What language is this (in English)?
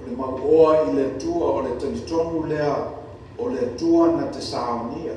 Samoan